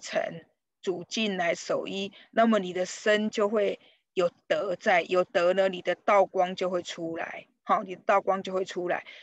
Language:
Chinese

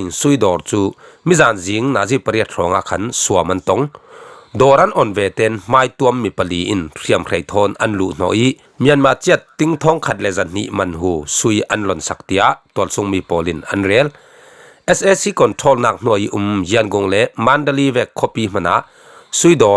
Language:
Falam Chin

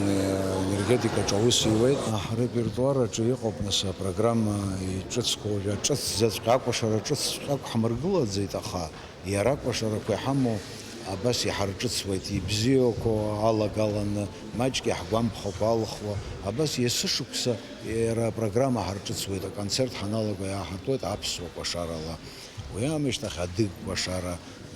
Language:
Abkhazian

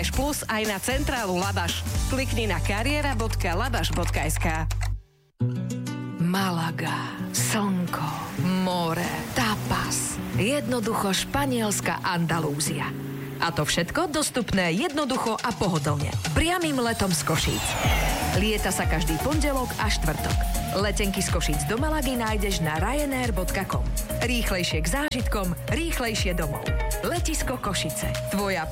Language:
Slovak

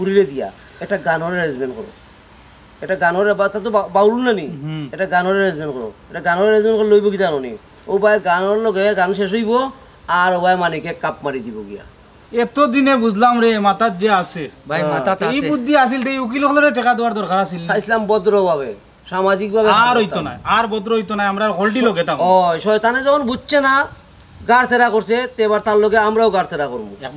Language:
Sylheti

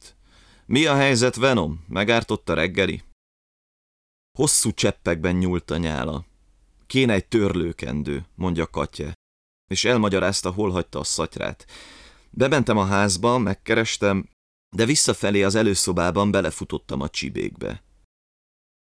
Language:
Hungarian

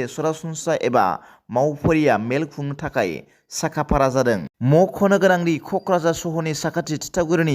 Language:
Bodo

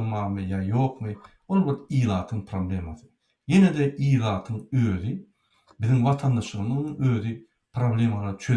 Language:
Turkmen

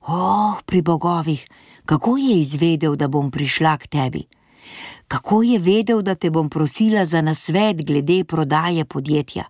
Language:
Slovenian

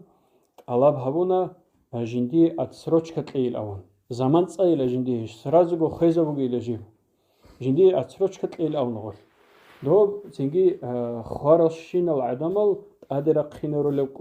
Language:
Avaric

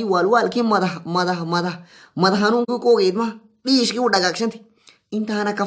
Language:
Somali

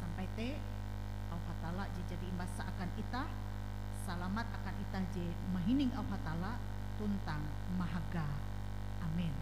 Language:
Ngaju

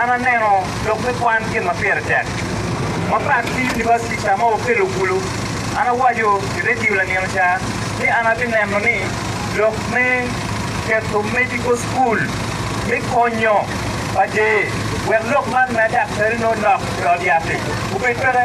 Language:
Acoli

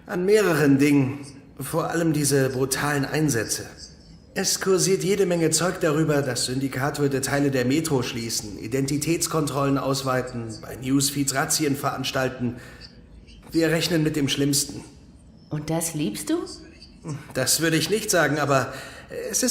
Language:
Swiss German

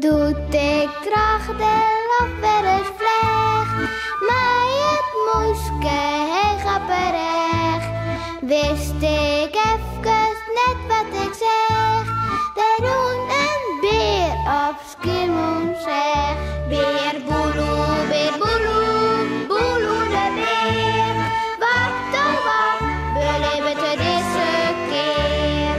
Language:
Western Frisian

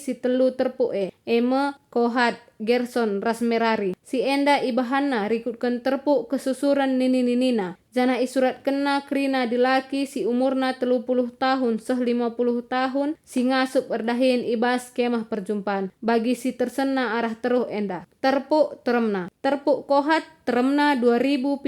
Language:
Batak Karo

